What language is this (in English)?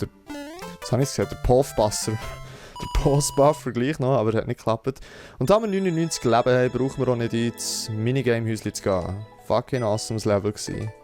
Swiss German